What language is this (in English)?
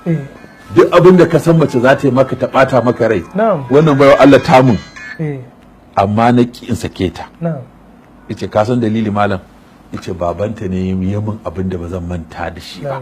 Hausa